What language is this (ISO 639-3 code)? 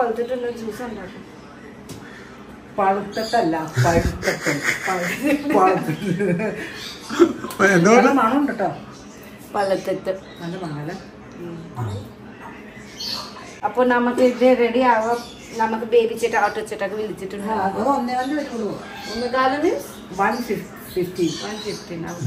mal